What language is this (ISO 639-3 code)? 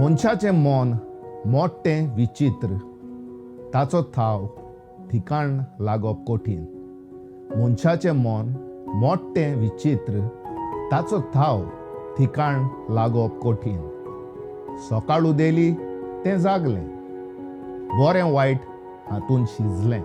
kok